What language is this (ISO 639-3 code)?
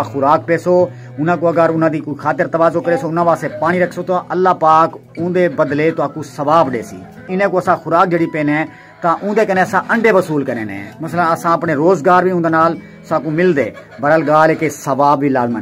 skr